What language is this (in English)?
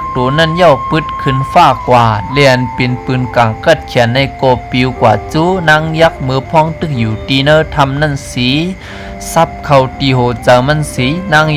Shan